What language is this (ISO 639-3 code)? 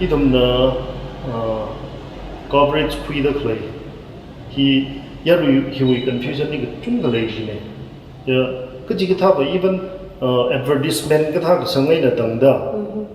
nmf